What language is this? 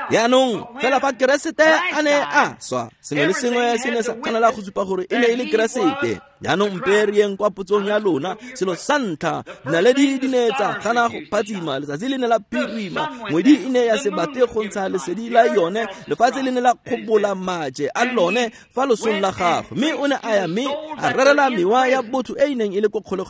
Tswana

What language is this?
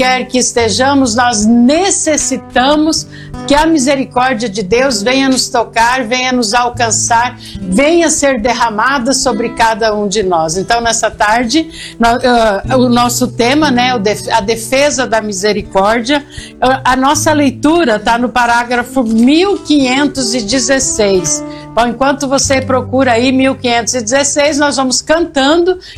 Portuguese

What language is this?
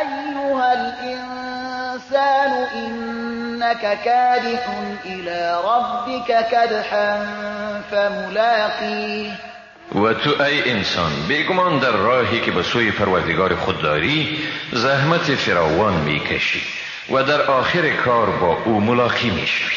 Persian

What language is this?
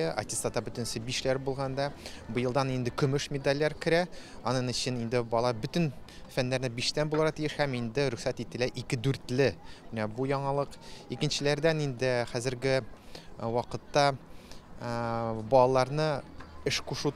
Tatar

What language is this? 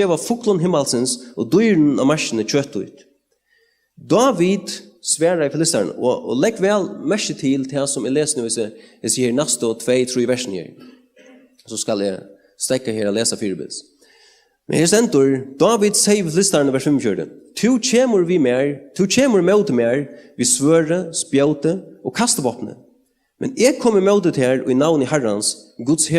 Faroese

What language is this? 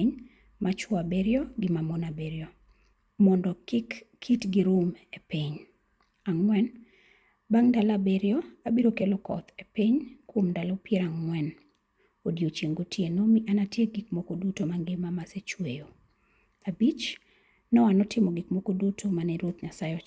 Luo (Kenya and Tanzania)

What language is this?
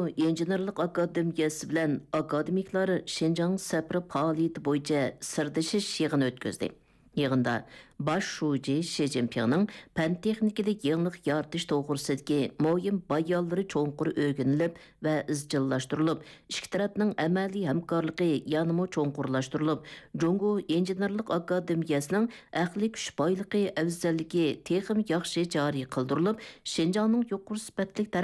Uyghur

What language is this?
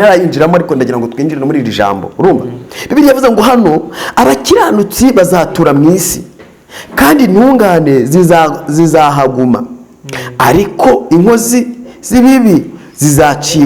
Kinyarwanda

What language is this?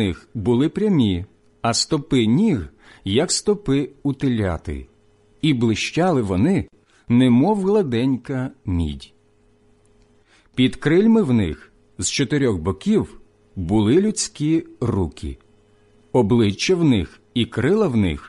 Ukrainian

